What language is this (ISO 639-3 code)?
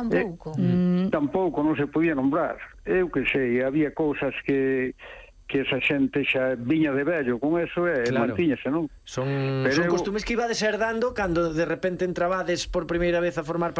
glg